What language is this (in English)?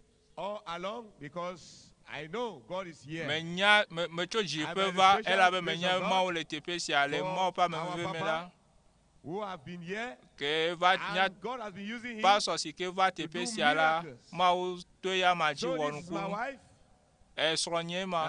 Ewe